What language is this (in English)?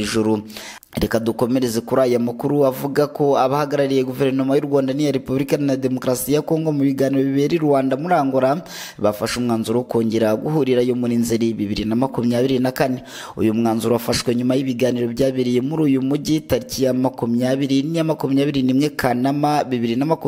Kinyarwanda